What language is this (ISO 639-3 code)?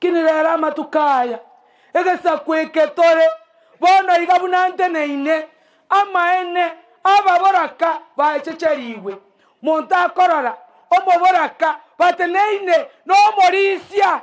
guz